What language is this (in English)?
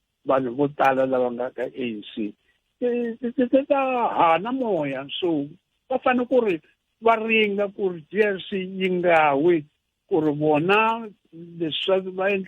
Tsonga